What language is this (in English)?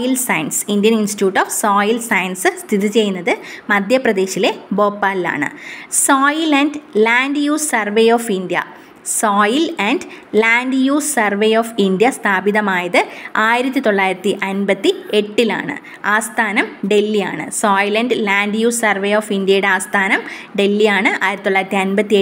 Malayalam